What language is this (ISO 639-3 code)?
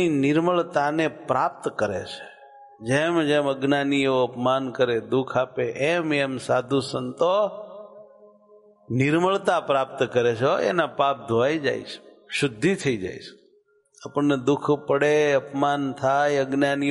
guj